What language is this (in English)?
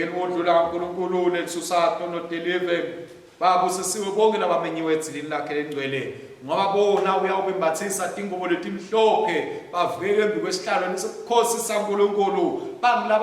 Swati